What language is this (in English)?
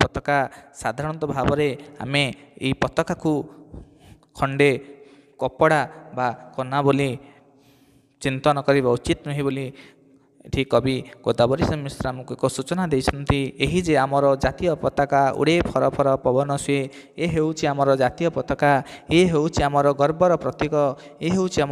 Odia